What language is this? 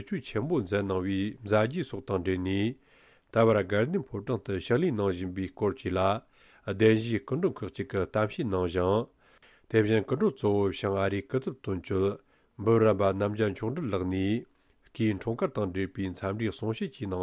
Tibetan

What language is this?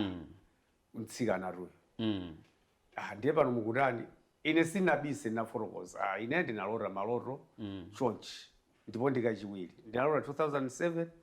Nyanja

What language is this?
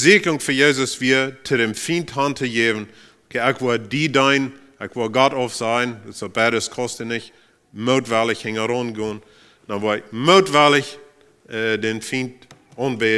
Plautdietsch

